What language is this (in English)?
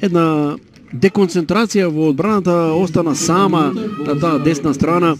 Macedonian